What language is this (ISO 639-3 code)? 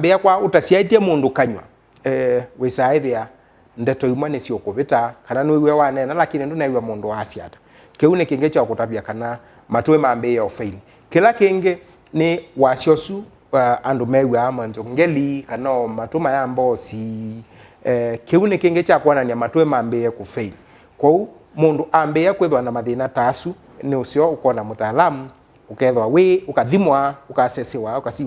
kam